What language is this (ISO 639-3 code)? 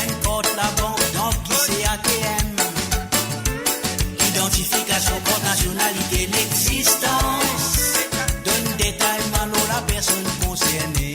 mfe